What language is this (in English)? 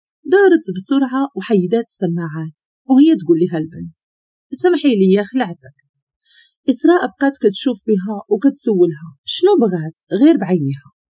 Moroccan Arabic